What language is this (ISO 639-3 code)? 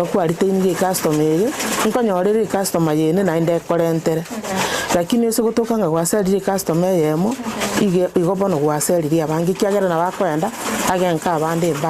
guz